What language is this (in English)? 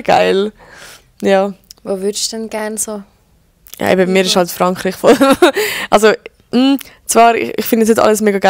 Swiss German